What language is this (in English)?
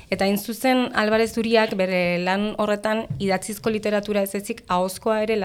Basque